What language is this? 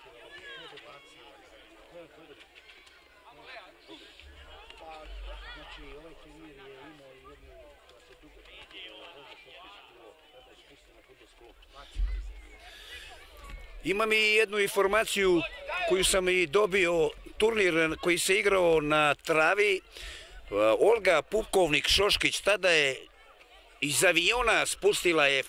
Croatian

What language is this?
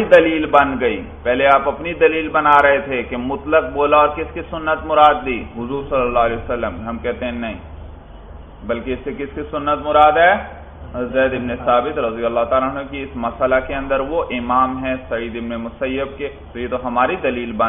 Urdu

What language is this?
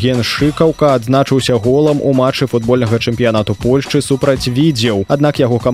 Belarusian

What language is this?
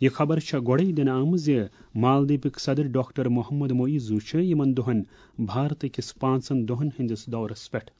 Kashmiri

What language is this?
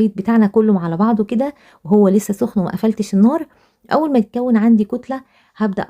Egyptian Arabic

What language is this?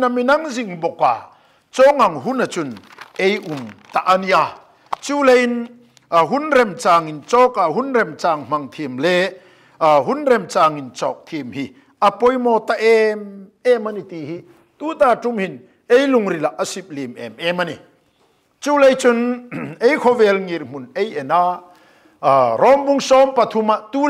Hmar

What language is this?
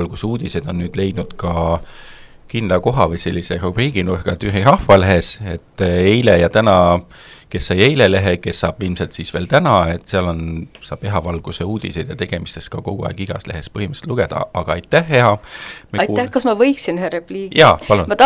Estonian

